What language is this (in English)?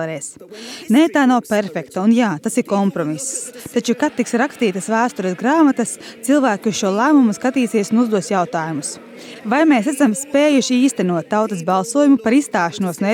Latvian